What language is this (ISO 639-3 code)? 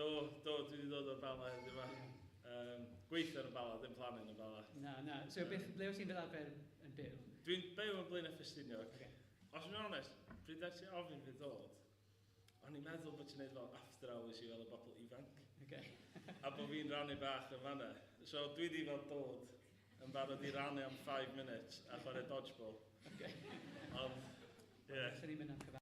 cym